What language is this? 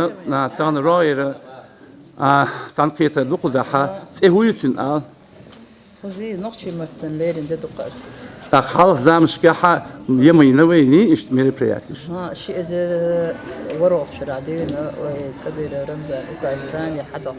Chechen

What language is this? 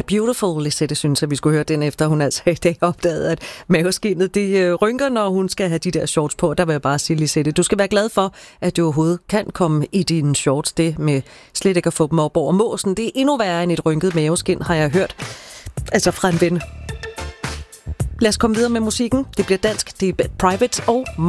Danish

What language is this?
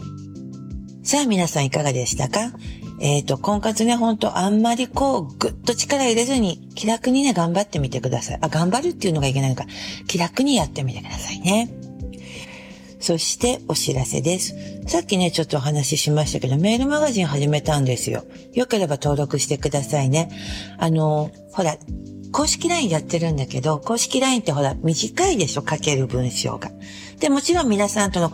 Japanese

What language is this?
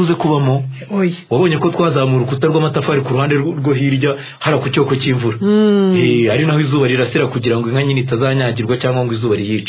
Kinyarwanda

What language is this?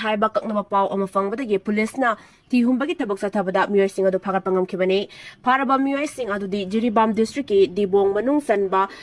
Manipuri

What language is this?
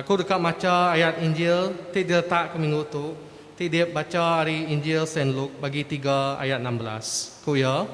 Iban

